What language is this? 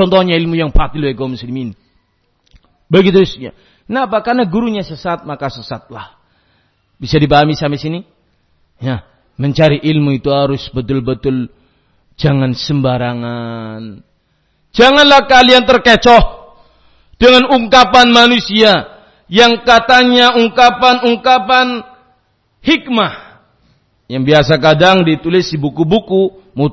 Indonesian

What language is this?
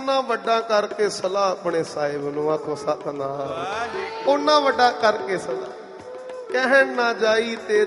Punjabi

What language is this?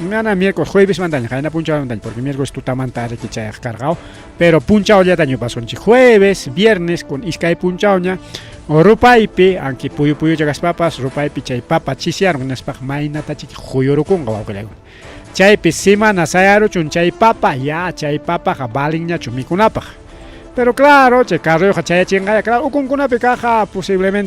Ayacucho Quechua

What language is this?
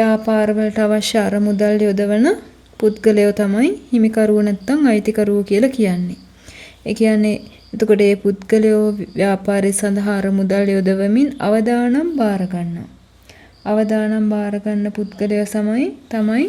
Sinhala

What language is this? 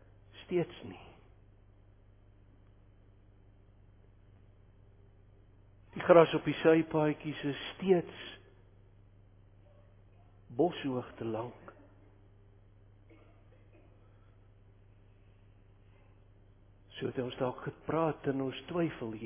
Afrikaans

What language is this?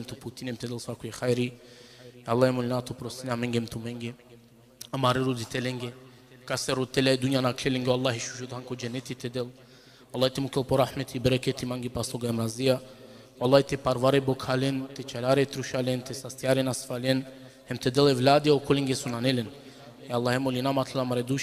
Balkan Romani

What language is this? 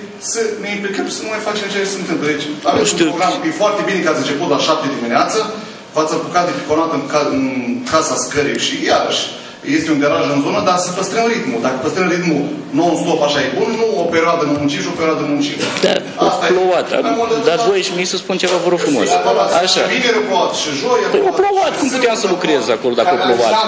Romanian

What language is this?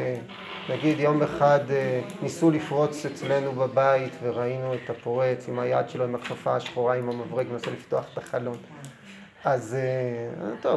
Hebrew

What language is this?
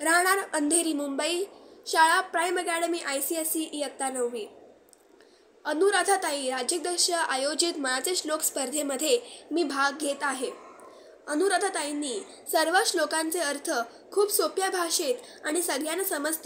Marathi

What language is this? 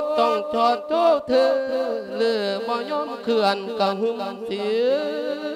Lao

